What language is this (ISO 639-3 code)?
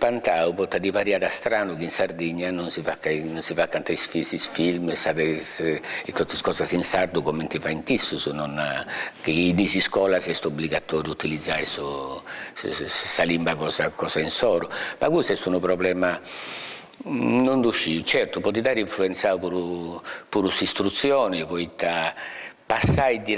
srd